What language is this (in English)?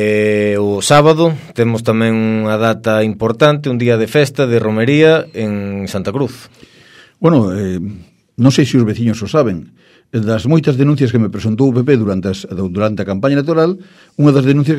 Galician